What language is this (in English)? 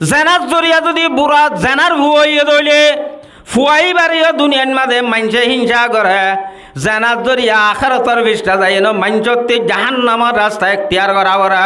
Rohingya